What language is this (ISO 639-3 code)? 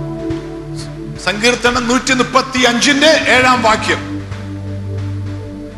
mal